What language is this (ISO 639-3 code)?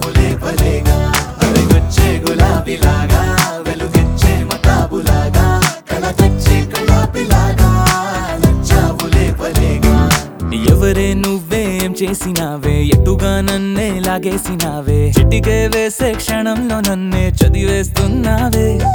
tel